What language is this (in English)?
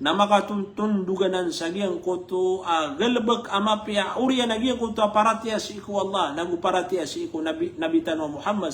Maranao